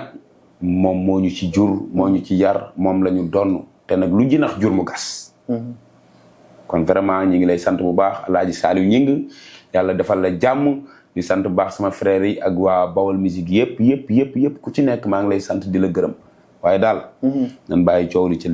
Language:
Wolof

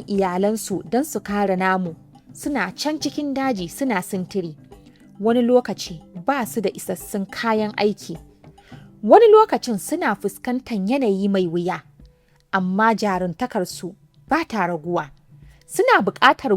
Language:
Hausa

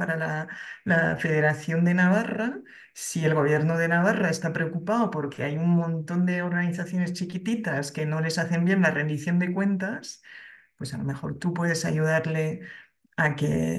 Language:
Spanish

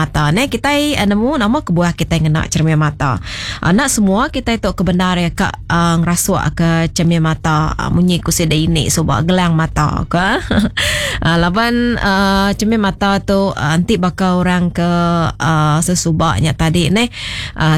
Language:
Iban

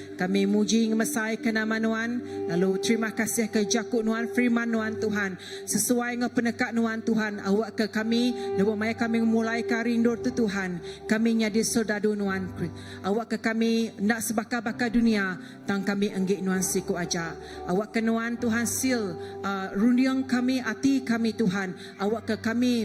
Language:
Iban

